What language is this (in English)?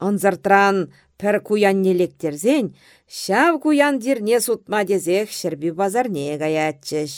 Chuvash